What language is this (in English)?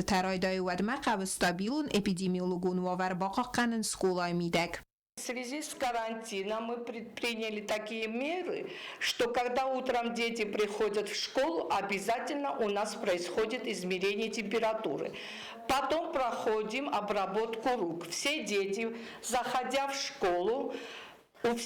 Ossetic